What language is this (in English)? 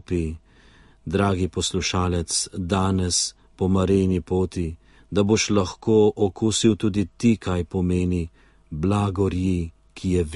Slovenian